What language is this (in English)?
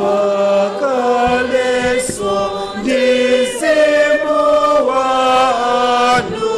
Nyanja